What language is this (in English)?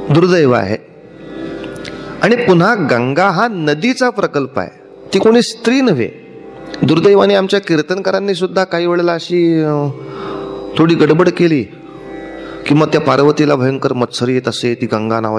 Marathi